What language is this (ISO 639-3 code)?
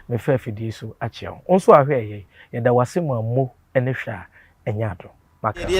aka